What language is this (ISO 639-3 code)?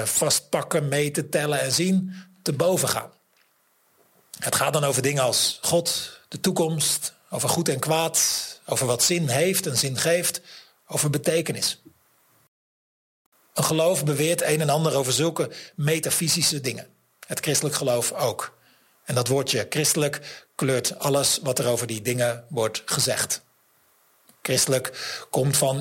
nld